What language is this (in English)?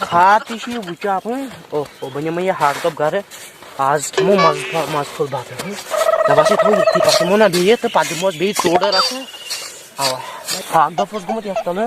Kashmiri